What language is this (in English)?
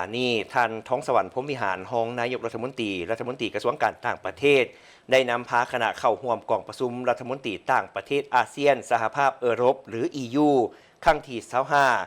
Lao